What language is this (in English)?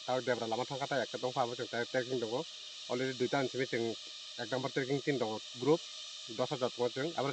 Kok Borok